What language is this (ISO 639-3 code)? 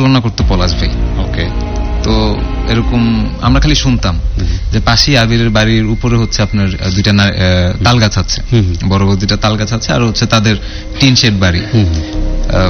ben